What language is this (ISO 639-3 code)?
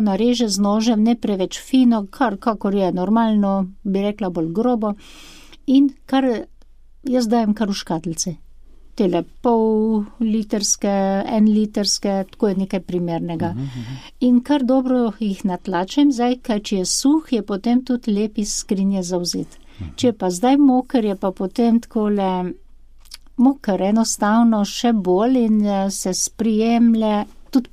slv